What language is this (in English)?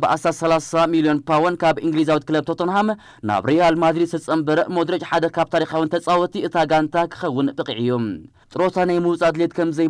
Tigrinya